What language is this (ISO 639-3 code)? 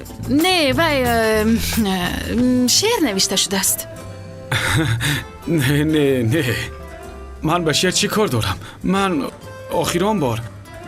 tgk